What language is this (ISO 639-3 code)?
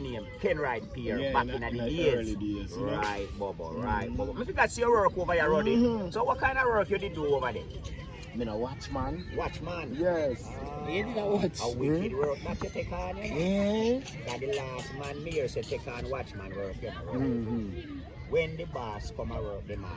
jam